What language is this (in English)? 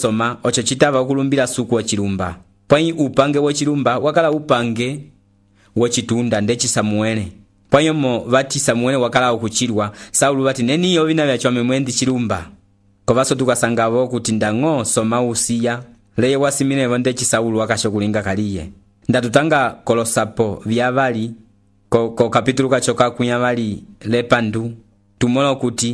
Umbundu